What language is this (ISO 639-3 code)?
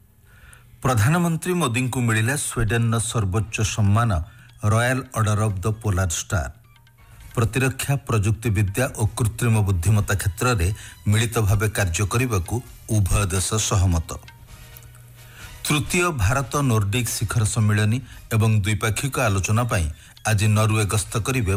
ori